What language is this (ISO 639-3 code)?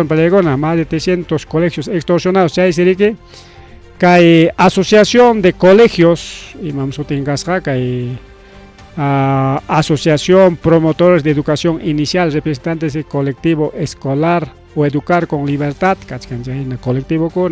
quy